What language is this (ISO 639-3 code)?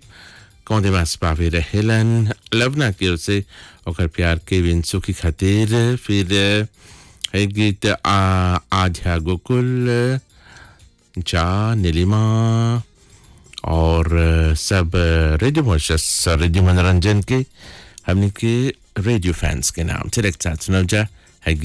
bho